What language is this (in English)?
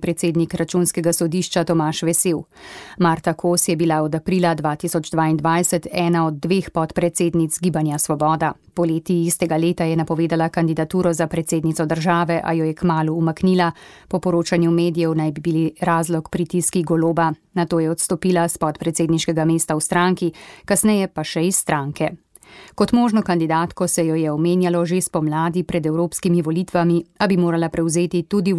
Slovenian